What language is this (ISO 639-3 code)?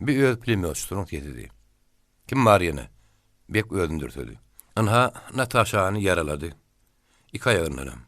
tuk